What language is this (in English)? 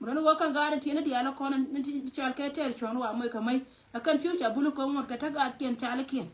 Nuer